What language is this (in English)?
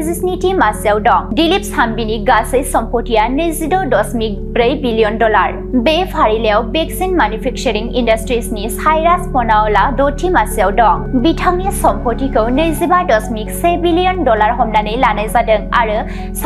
Bodo